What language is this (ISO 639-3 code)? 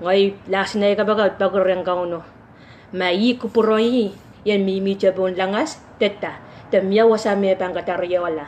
pon